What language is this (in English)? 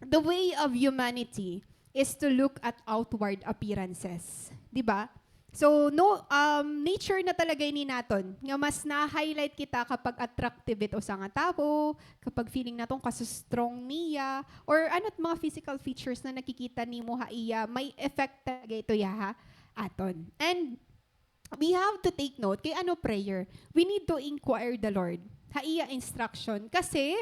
Waray